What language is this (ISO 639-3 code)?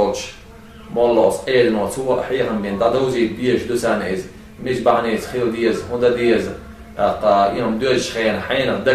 che